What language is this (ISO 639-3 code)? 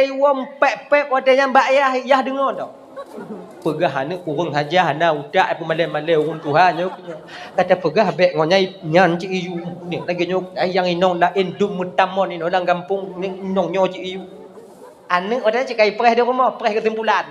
ace